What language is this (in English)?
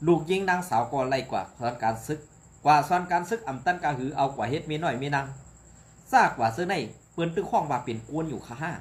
Shan